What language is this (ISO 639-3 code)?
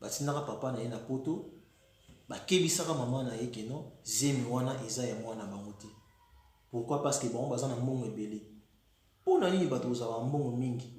lin